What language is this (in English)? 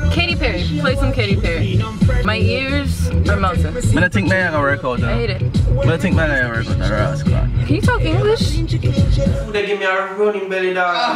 Jamaican Creole English